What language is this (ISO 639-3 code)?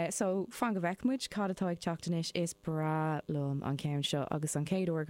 gle